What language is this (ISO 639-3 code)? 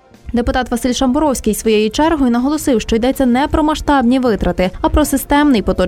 ukr